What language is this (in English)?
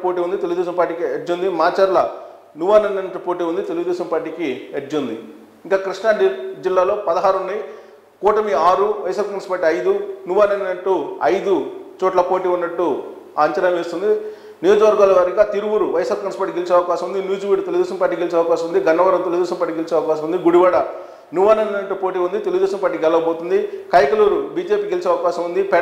Telugu